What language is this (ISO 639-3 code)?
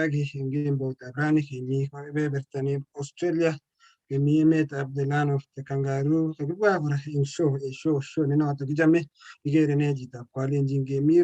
kln